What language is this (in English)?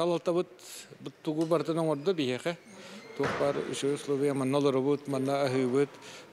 Yakut